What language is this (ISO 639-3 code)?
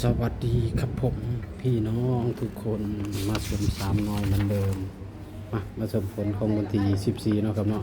tts